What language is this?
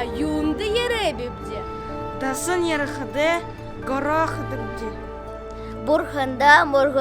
Buriat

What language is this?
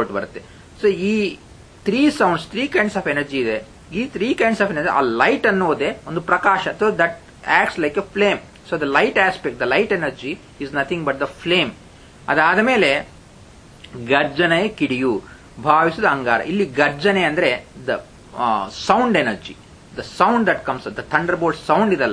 Kannada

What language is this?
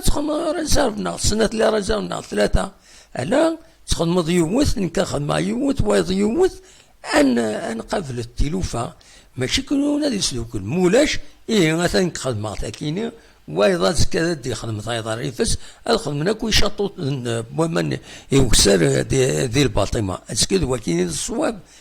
Kabyle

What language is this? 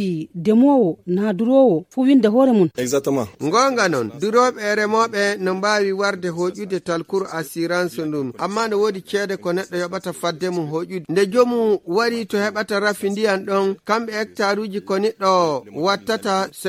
Nigerian Fulfulde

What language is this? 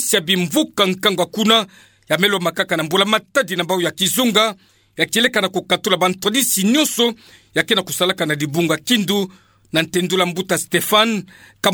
Kituba (Democratic Republic of Congo)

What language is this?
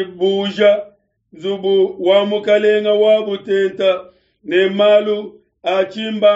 Luba-Lulua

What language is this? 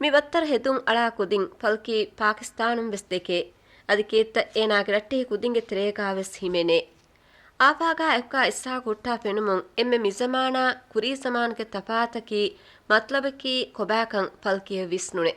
Divehi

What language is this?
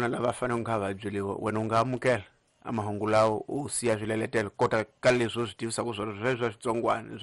Tsonga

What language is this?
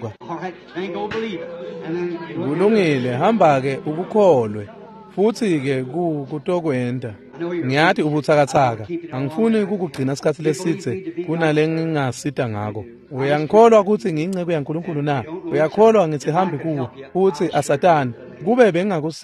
Swati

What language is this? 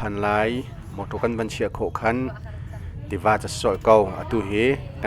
Hakha Chin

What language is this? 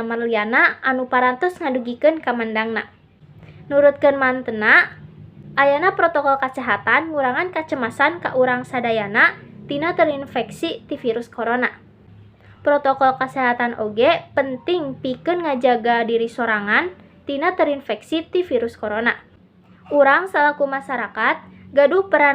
Sundanese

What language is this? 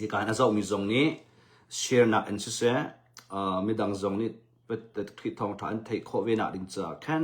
Hakha Chin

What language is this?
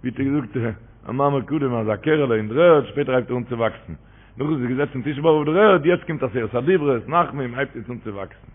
Yiddish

